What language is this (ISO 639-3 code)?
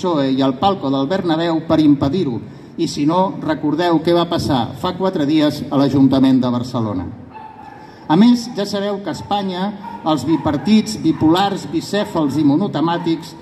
cat